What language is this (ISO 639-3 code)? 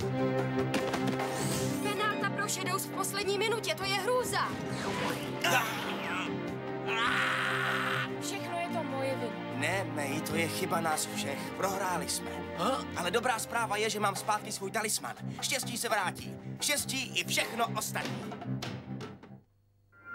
ces